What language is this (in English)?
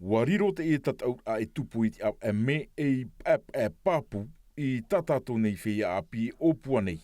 Tahitian